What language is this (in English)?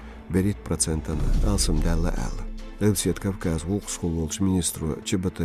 Chechen